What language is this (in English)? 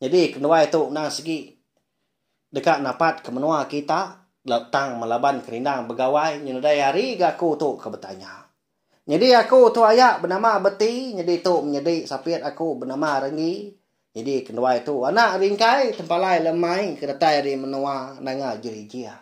Iban